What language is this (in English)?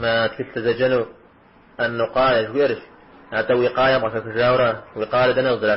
Kabardian